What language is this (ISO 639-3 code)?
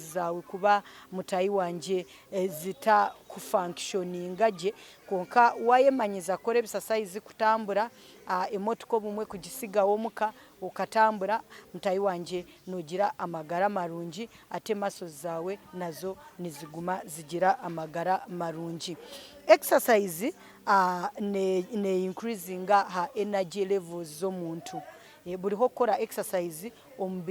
nyn